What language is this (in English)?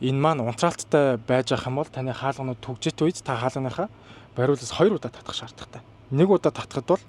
Mongolian